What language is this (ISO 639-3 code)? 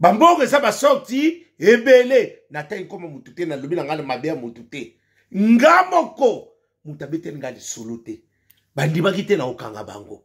lin